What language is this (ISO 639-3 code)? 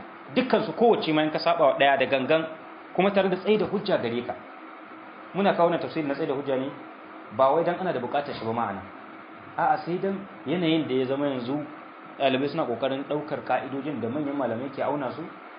hau